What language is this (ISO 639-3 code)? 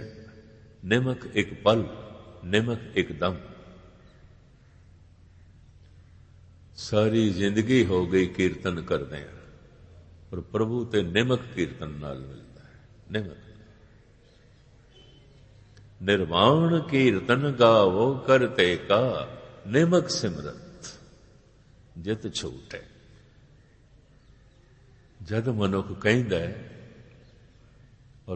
pan